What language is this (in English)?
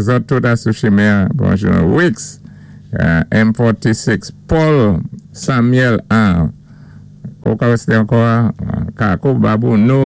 Saint Lucian Creole French